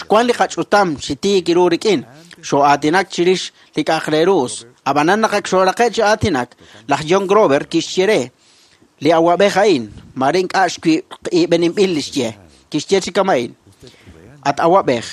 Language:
Kekchí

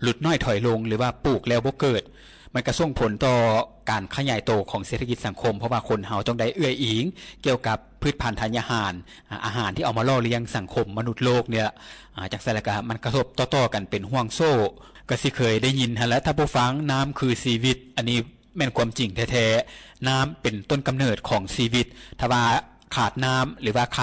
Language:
Lao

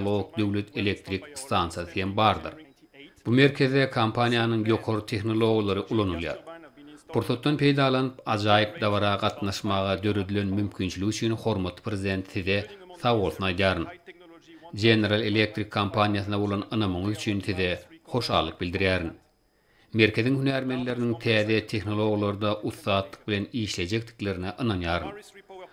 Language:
Turkmen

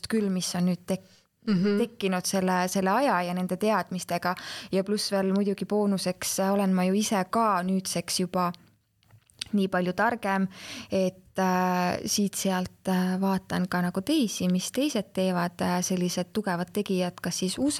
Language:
Estonian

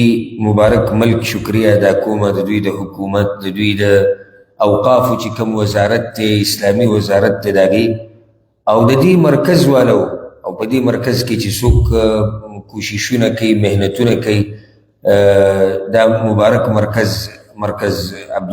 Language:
Pashto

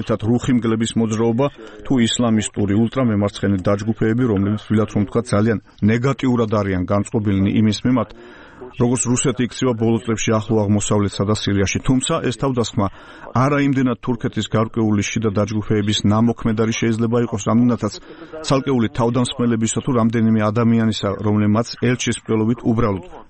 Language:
Georgian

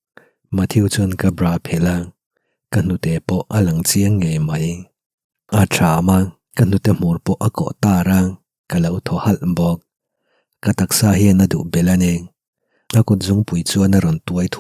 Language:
Mizo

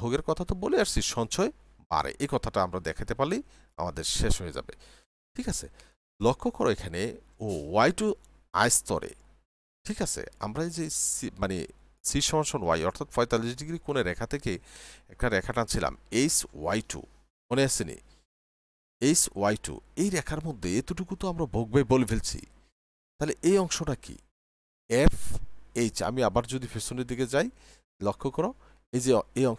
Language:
Bangla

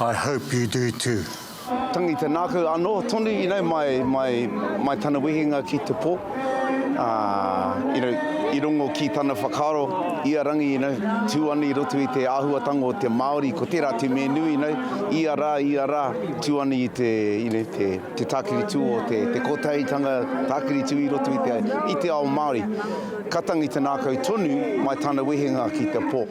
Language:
Māori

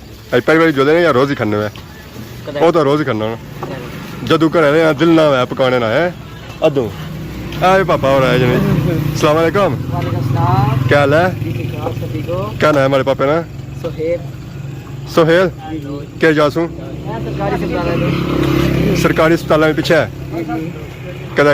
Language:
Pahari-Potwari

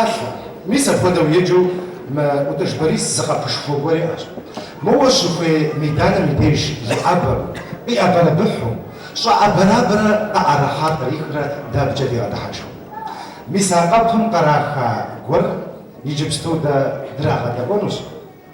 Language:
Kabardian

